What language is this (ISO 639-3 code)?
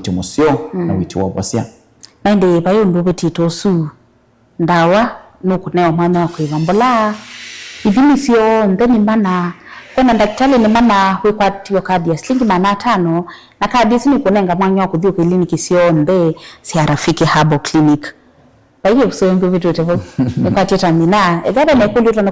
kam